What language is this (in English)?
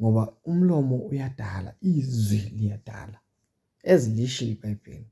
Zulu